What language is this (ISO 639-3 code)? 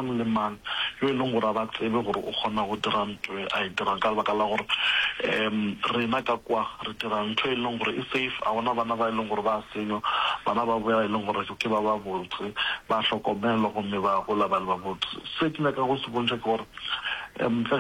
nso